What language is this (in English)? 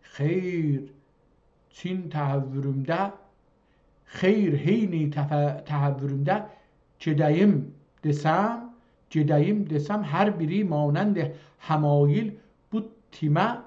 South Azerbaijani